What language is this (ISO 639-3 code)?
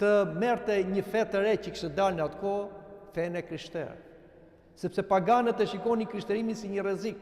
sqi